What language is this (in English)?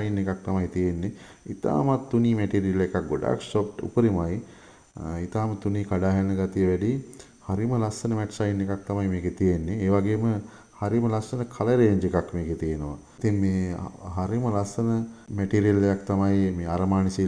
Sinhala